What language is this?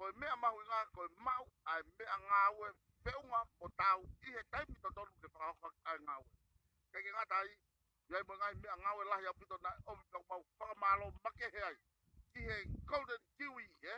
Tongan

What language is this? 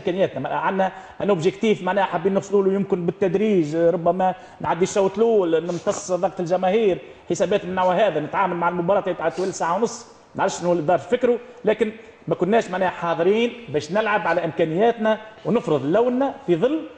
Tunisian Arabic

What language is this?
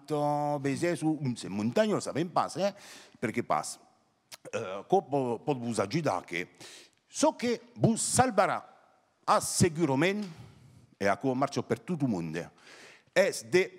Occitan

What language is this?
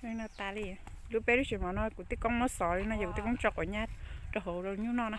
Hmong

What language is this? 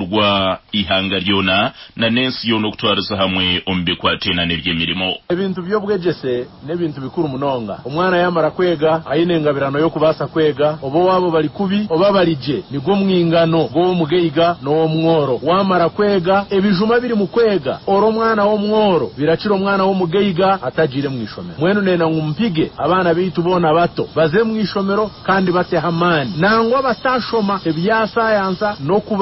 Nyankole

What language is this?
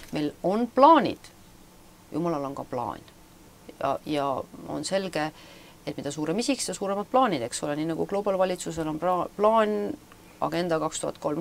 Estonian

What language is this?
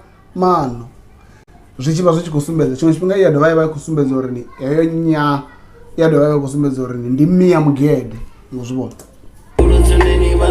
Venda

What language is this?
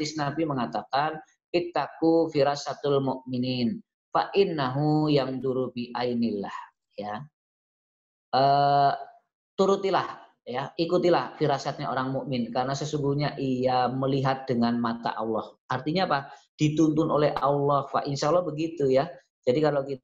Indonesian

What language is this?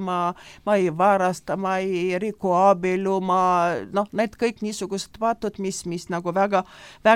Estonian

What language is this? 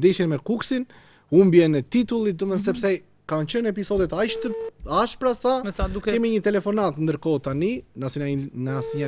Albanian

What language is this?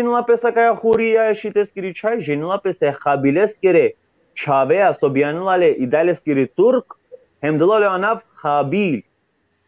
Balkan Romani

